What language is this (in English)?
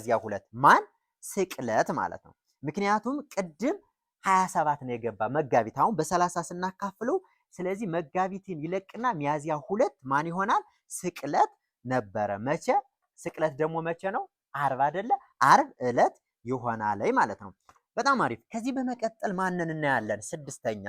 Amharic